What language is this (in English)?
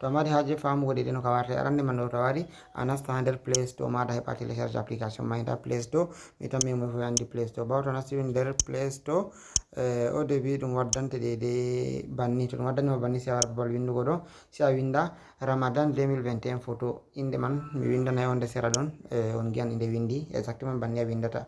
Fula